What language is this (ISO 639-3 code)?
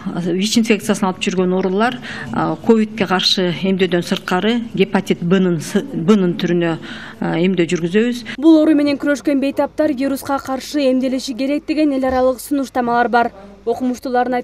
kir